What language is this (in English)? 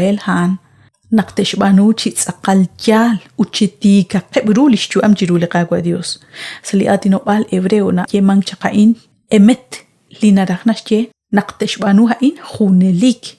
Kekchí